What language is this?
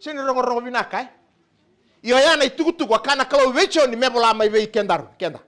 Fijian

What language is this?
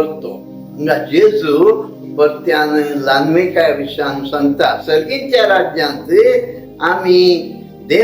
Konkani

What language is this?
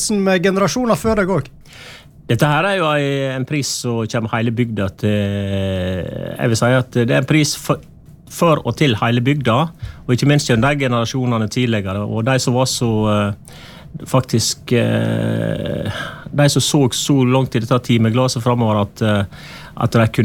Norwegian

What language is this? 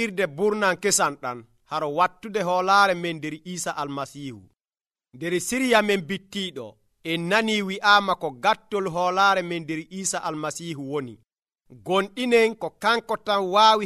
Nigerian Fulfulde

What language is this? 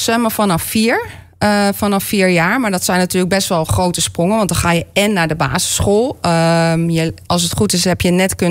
Dutch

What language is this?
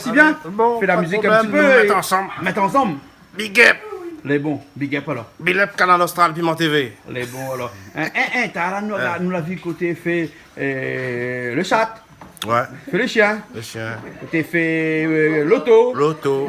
Réunion Creole French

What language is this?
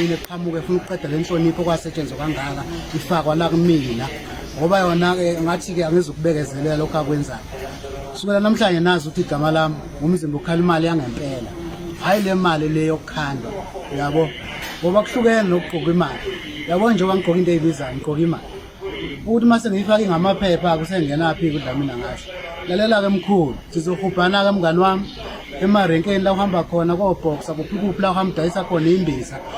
Zulu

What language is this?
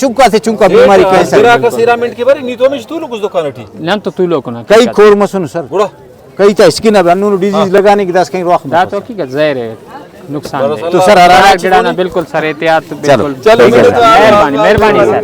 Brahui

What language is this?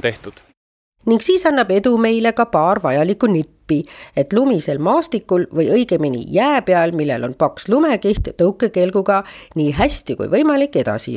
Estonian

